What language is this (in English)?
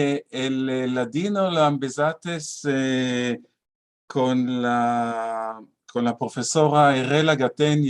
Ladino